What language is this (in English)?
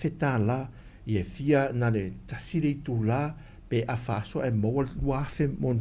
Samoan